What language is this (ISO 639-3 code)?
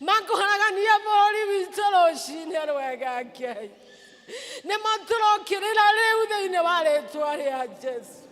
kik